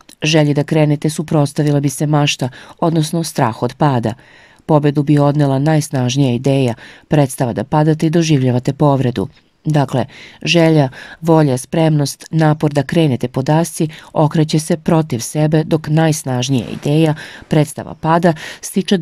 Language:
Serbian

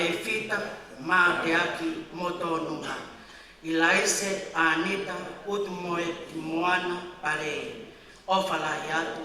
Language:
Tongan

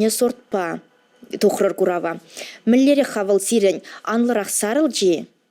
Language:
Chuvash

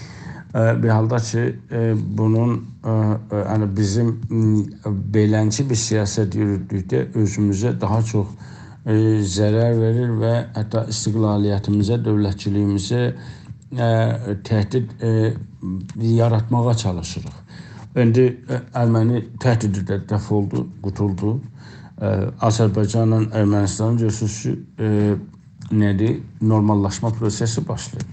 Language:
South Azerbaijani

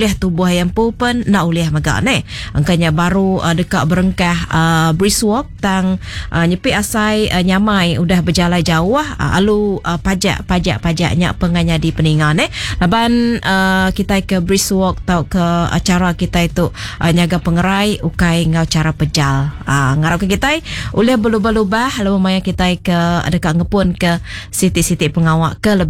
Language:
Iban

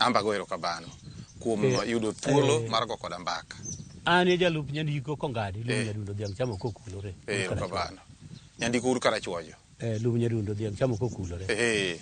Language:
Luo (Kenya and Tanzania)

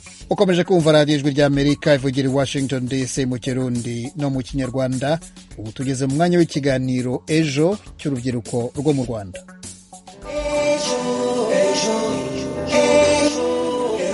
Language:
Kinyarwanda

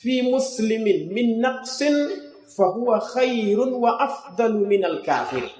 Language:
Fula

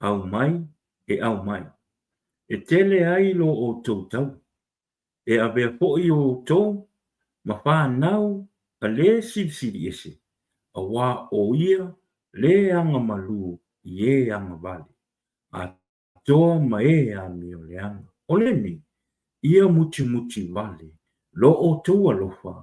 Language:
Samoan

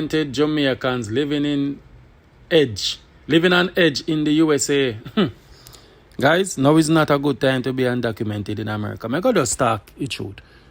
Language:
Jamaican Creole English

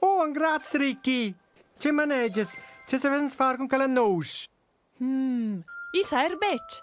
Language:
Romansh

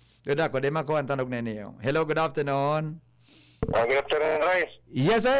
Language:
Bikol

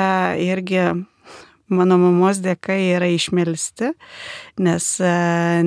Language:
Lithuanian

